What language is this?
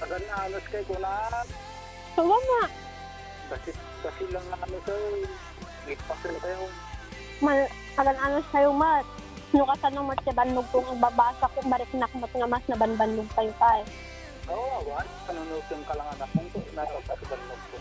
Iloko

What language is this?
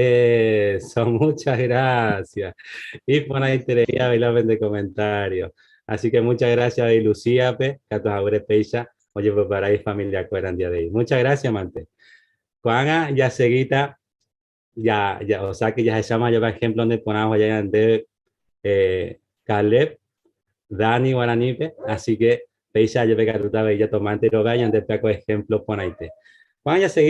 Guarani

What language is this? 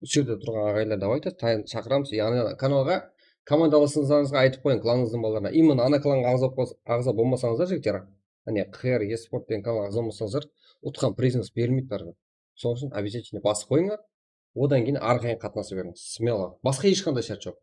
Kara-Kalpak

